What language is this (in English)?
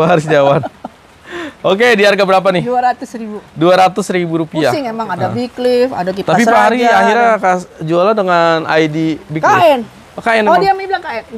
Indonesian